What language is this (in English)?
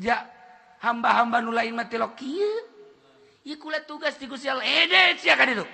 Sundanese